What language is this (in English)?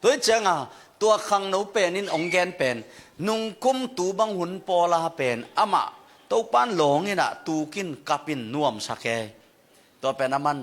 Tedim Chin